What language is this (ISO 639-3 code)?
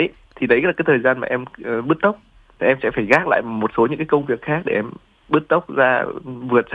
vie